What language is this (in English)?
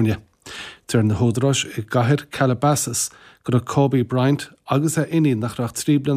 Irish